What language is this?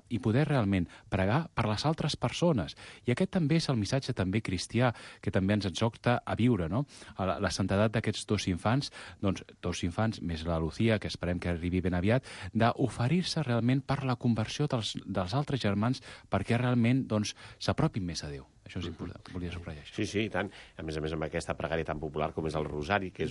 Catalan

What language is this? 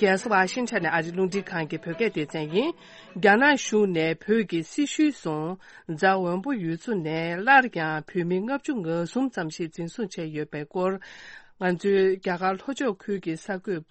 Tibetan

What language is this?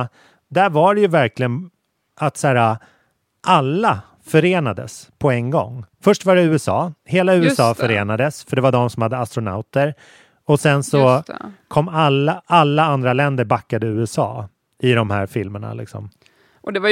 Swedish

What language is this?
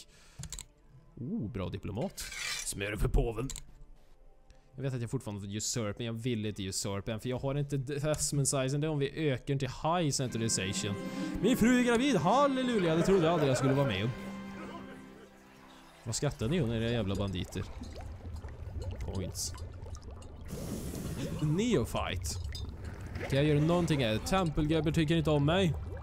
Swedish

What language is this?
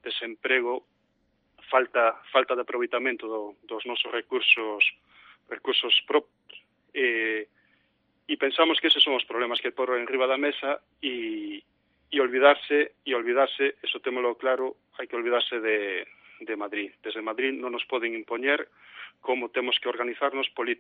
Galician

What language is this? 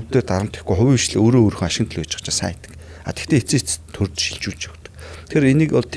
Mongolian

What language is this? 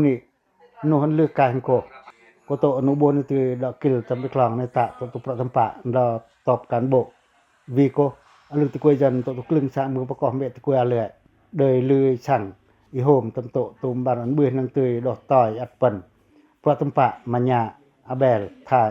Pacoh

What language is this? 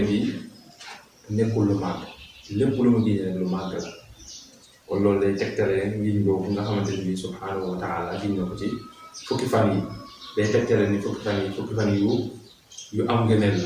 Wolof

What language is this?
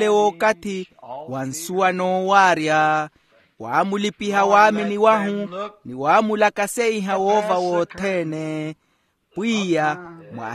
Makhuwa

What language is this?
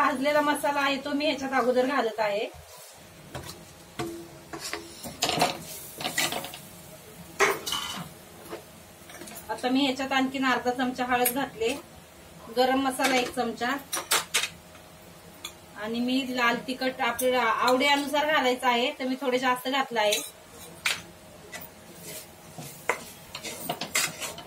Marathi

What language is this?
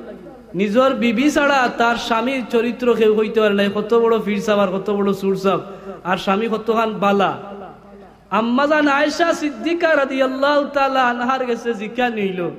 Sylheti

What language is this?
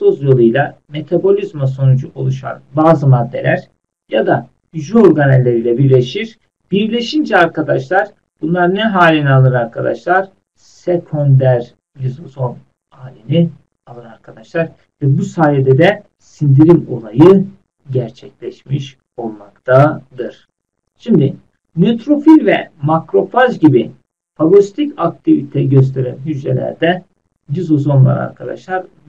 Turkish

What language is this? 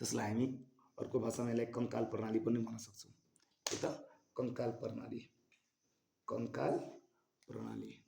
Nepali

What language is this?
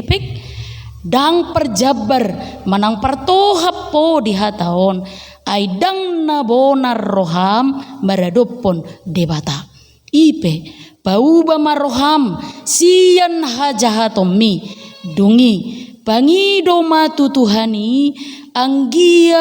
Batak Toba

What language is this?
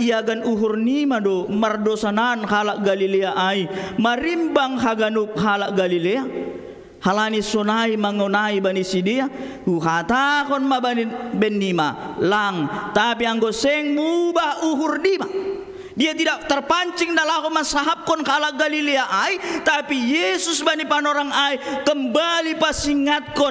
Batak Simalungun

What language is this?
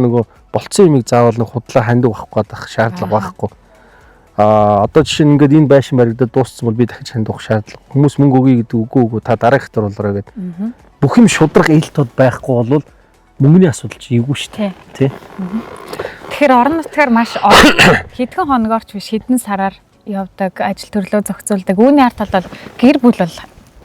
Mongolian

